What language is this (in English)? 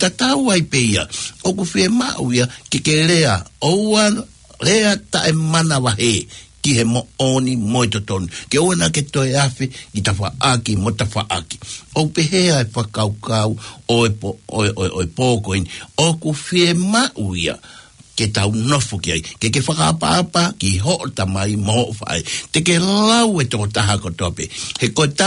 Tongan